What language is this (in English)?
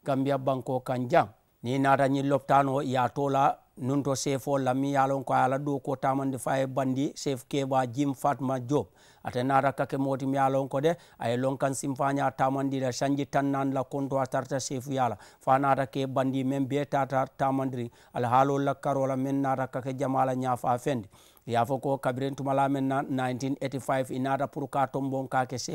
Mandingo